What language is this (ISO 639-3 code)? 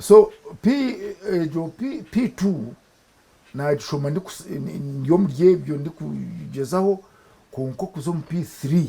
nyn